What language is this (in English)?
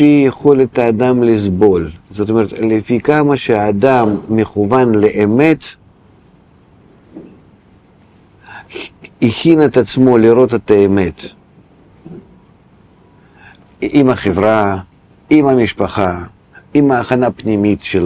Hebrew